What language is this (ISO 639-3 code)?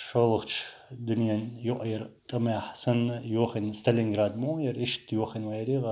che